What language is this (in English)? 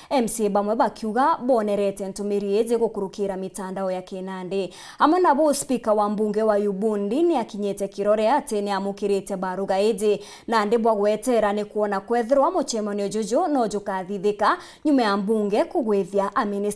Meru